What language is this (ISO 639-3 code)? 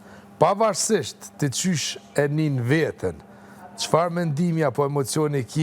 sqi